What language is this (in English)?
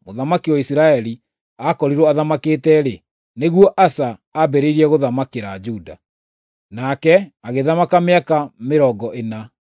Kikuyu